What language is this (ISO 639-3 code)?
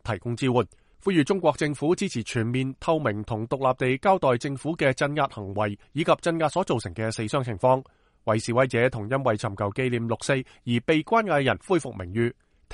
yue